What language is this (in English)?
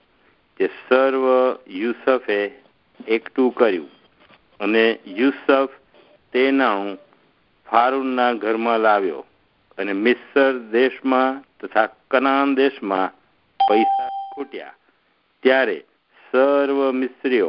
Gujarati